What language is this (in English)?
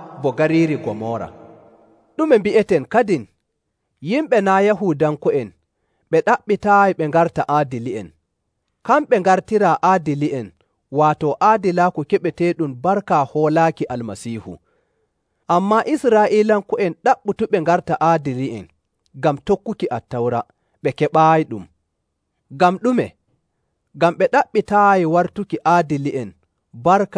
Nigerian Fulfulde